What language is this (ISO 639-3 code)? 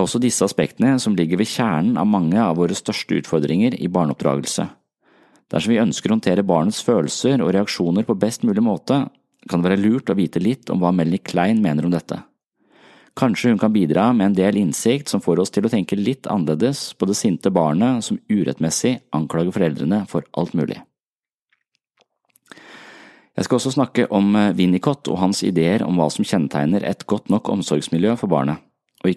nor